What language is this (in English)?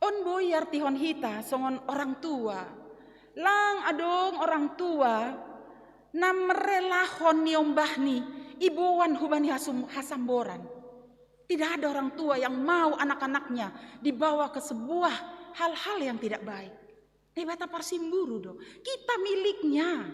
Batak Simalungun